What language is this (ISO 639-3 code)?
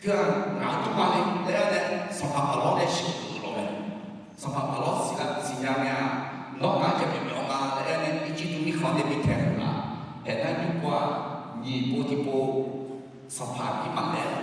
ahk